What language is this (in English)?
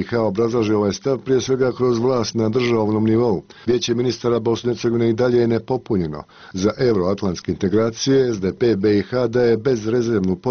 Bosnian